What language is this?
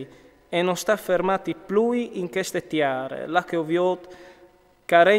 Friulian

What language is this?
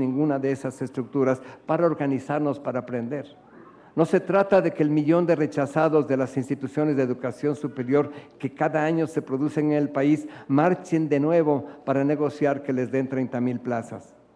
Spanish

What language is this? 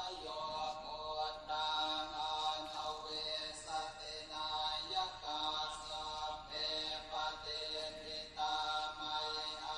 Pali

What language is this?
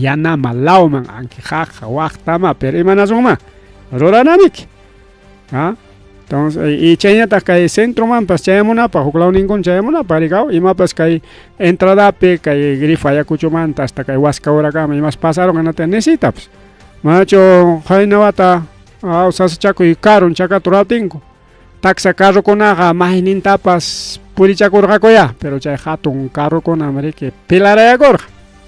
Ayacucho Quechua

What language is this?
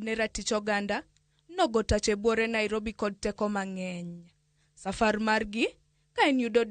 Luo (Kenya and Tanzania)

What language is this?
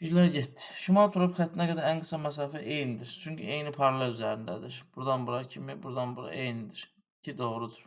Azerbaijani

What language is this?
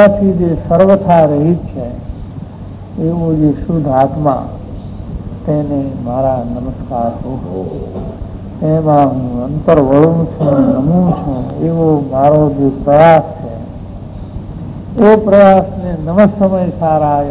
Gujarati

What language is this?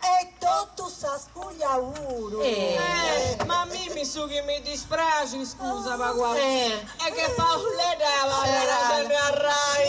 Sardinian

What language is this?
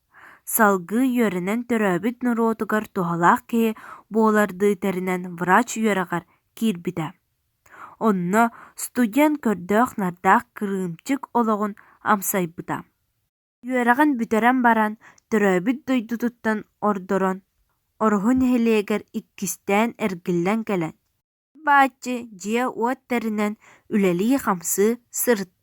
Yakut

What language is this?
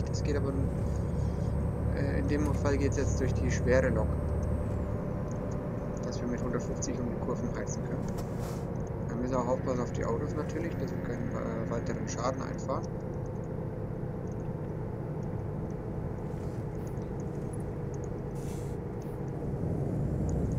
German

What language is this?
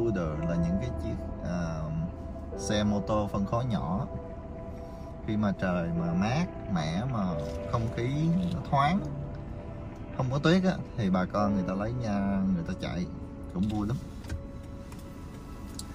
Vietnamese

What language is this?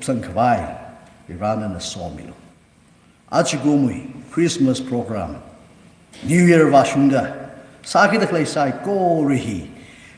Tangkhul Naga (India)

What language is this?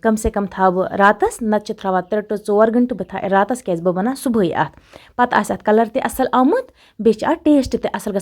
Kashmiri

